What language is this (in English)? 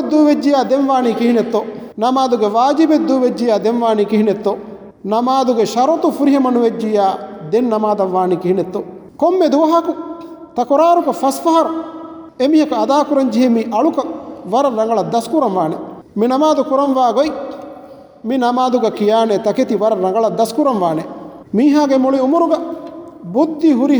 Divehi